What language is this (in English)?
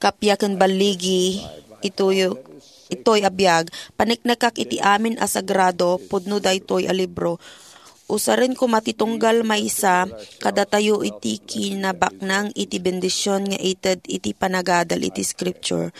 Iloko